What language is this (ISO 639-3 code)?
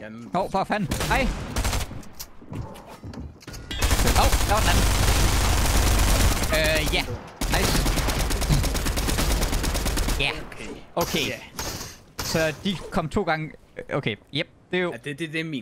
dan